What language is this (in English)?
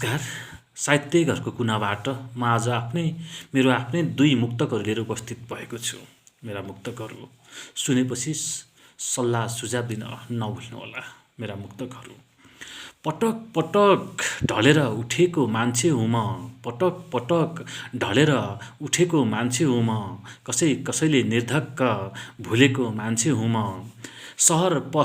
Nepali